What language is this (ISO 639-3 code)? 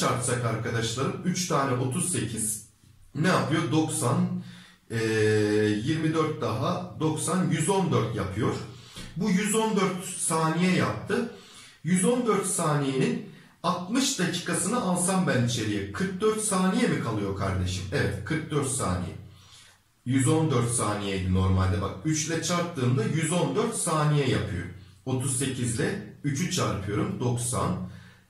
tur